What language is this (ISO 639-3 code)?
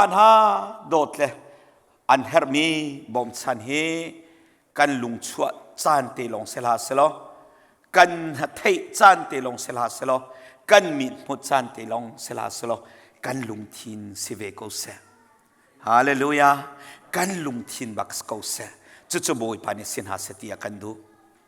cnh